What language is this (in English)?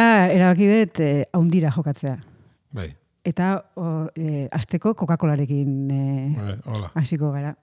Basque